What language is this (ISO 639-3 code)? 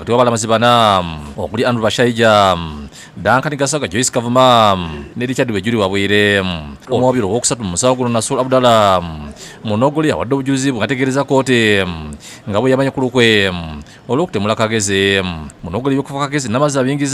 lug